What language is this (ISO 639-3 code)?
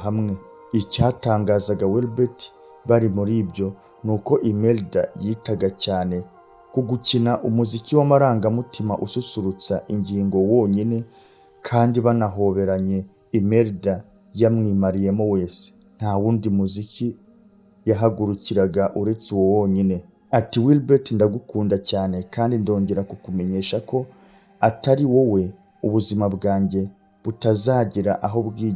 kin